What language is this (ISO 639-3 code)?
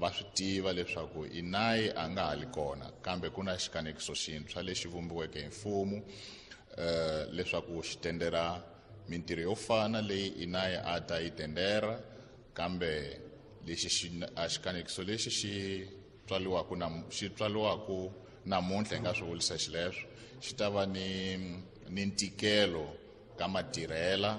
tso